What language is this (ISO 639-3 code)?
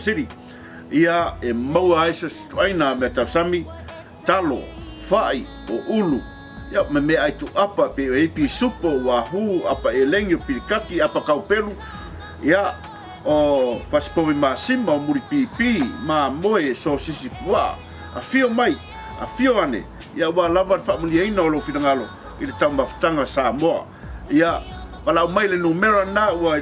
smo